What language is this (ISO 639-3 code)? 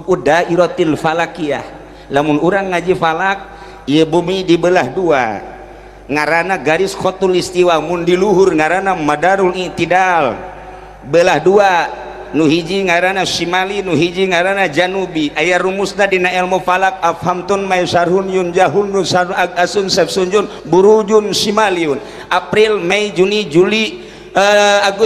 sun